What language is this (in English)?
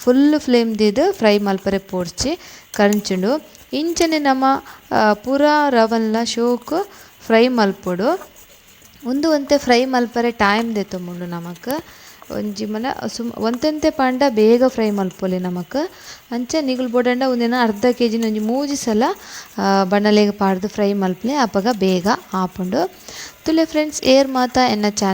Tulu